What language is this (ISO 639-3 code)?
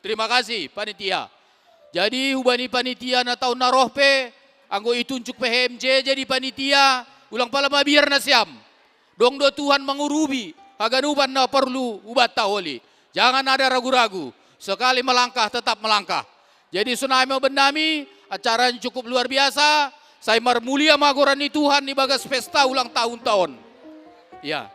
bts